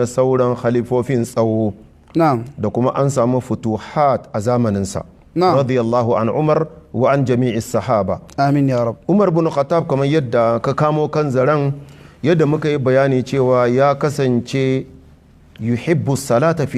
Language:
Hausa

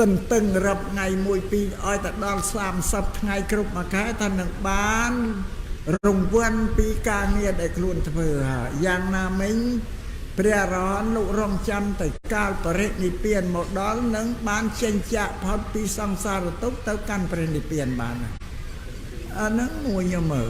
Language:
Khmer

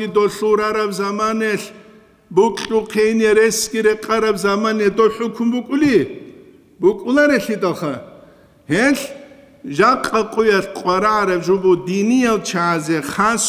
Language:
Avaric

